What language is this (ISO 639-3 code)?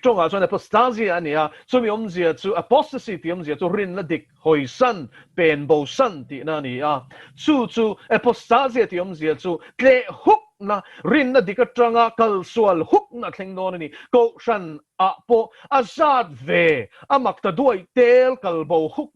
lus